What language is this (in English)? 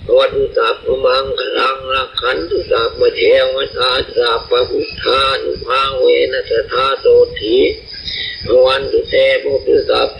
Pali